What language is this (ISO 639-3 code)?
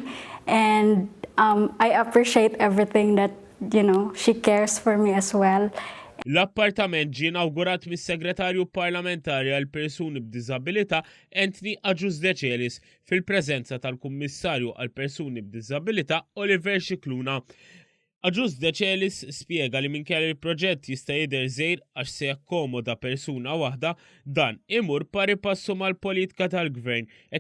mlt